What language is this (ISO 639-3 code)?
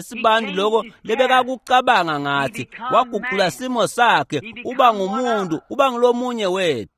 ssw